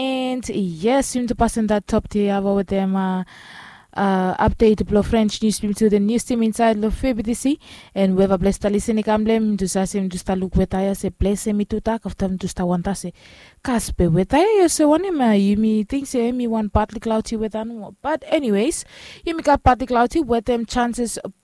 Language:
Bislama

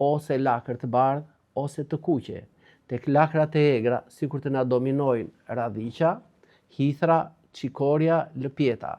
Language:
Albanian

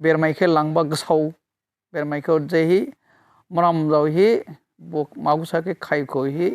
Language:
Dimasa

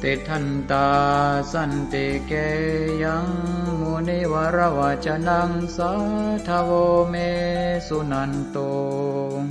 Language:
Pali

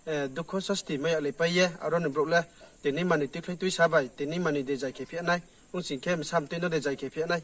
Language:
Riang (India)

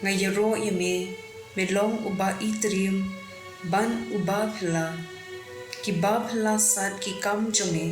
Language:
Khasi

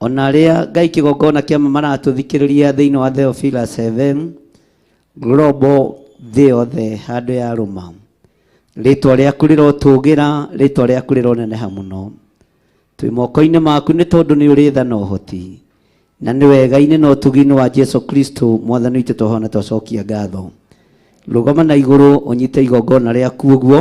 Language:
Kikuyu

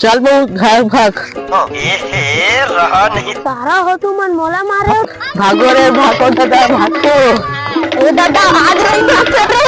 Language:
Chhattisgarhi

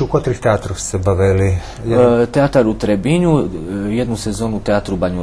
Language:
Rusyn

